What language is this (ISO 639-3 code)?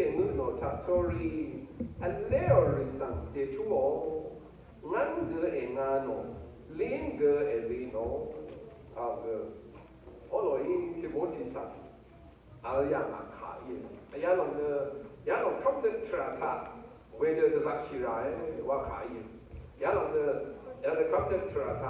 raw